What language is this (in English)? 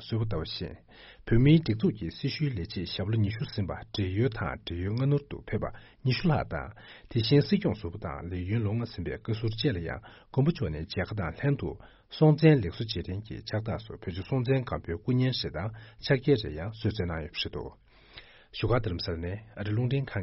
Tibetan